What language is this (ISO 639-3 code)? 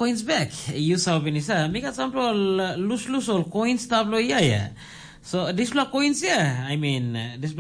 tpi